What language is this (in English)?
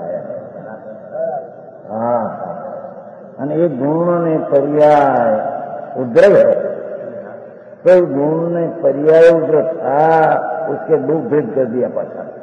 Hindi